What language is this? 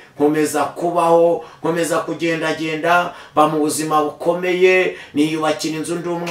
Kinyarwanda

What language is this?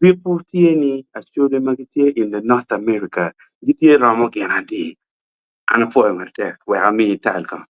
Acoli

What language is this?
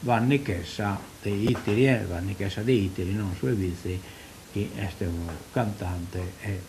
Sardinian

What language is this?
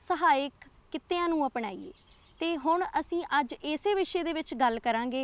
Punjabi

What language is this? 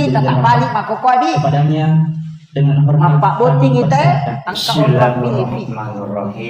Buginese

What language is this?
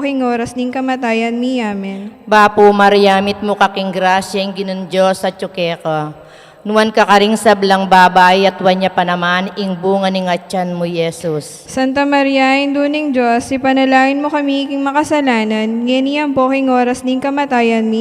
Pampanga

